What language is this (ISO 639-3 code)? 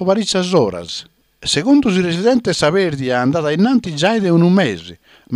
srd